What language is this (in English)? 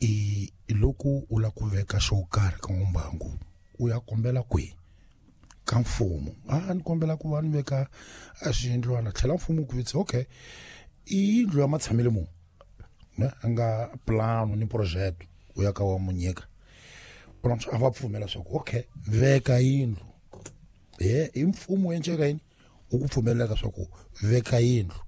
Tsonga